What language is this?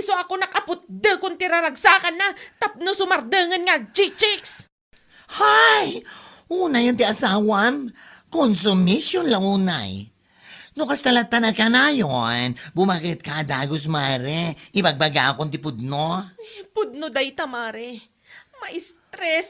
Iloko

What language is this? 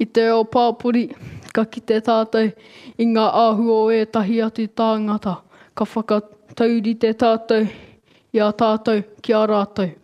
Māori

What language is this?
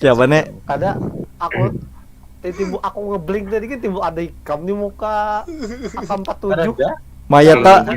Banjar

